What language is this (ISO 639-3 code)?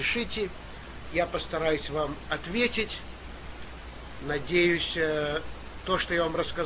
rus